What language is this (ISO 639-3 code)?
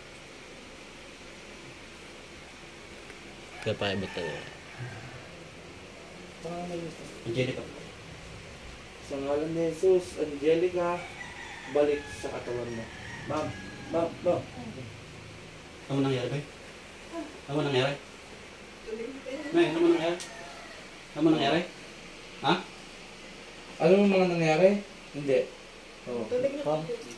fil